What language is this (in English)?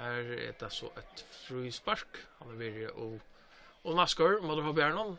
Faroese